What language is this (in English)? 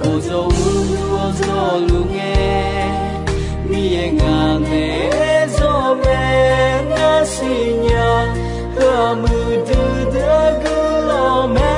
Akha